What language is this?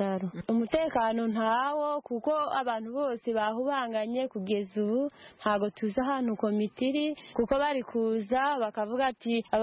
Kinyarwanda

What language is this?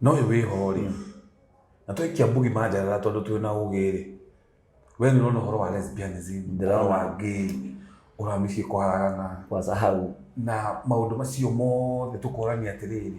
Kikuyu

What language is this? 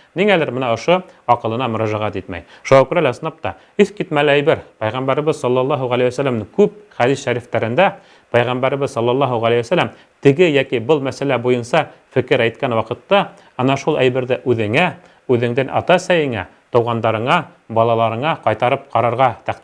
Bashkir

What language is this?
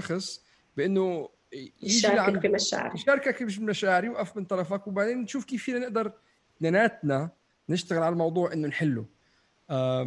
North Levantine Arabic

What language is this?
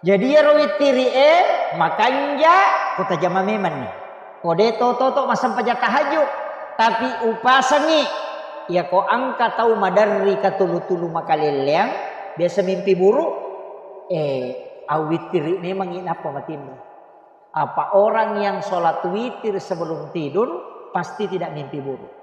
Buginese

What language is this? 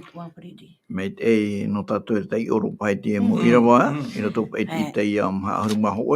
Tahitian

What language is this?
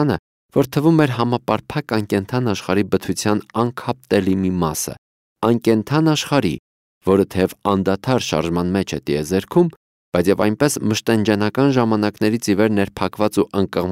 Armenian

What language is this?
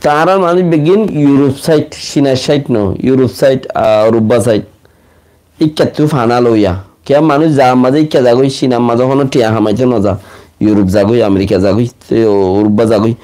Rohingya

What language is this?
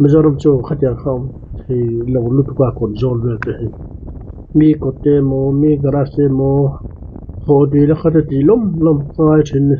Mizo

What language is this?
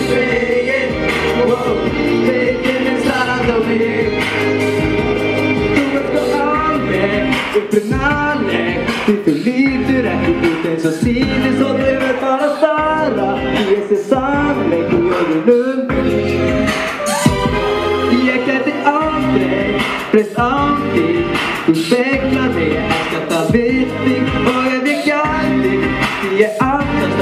Icelandic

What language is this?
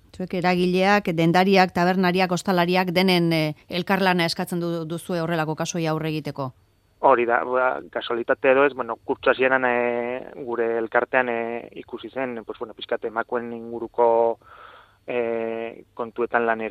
Basque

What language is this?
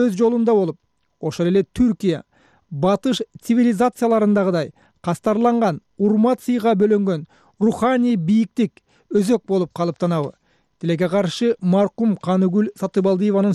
Kyrgyz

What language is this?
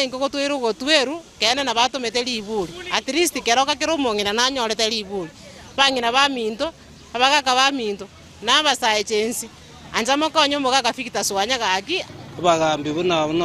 Gusii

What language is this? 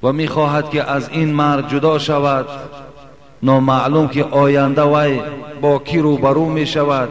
Tajik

